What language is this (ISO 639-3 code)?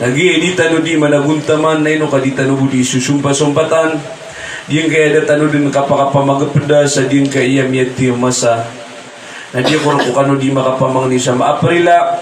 mrw